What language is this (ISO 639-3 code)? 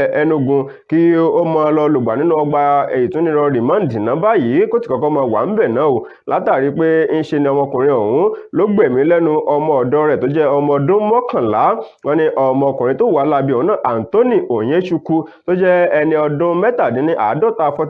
yor